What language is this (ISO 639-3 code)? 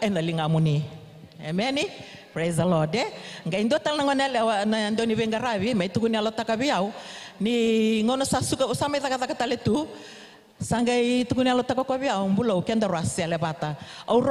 fij